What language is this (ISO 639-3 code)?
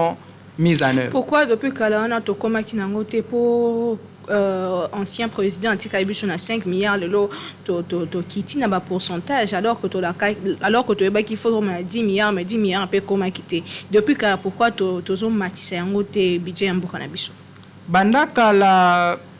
lin